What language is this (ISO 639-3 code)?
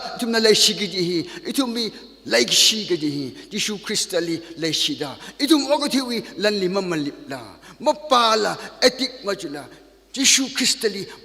nmf